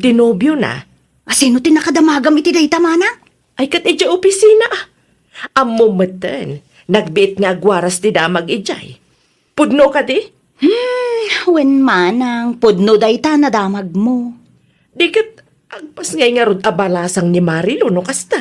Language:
Iloko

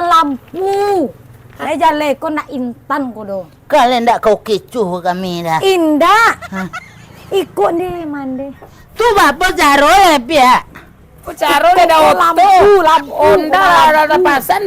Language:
Minangkabau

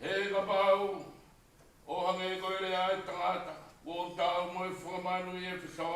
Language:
Tongan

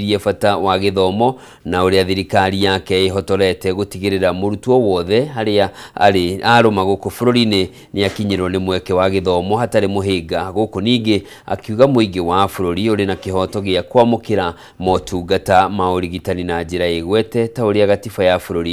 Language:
Kikuyu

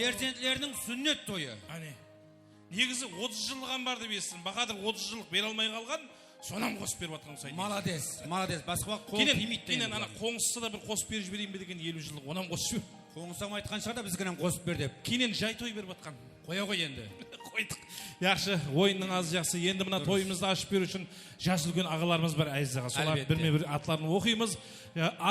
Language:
Kara-Kalpak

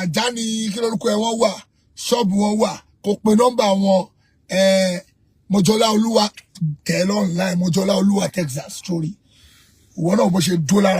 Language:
Yoruba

